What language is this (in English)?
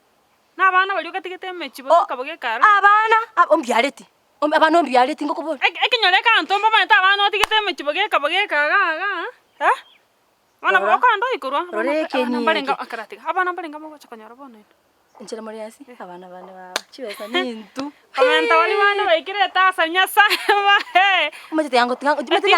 Gusii